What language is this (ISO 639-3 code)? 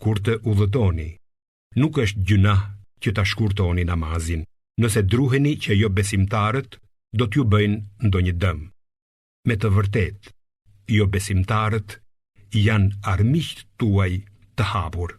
sqi